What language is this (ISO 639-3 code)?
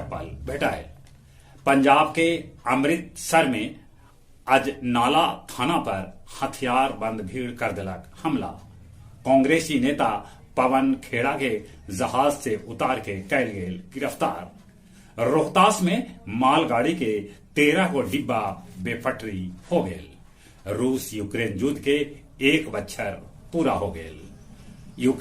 mag